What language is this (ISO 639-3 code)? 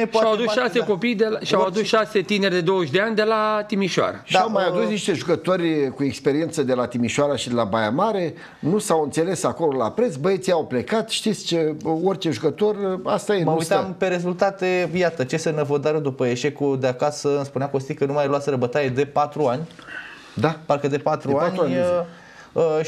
ron